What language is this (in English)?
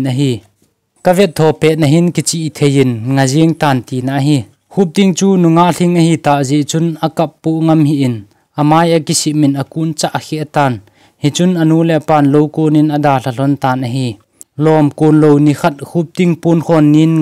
Thado Chin